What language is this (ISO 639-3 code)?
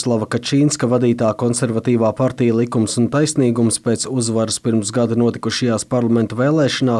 lav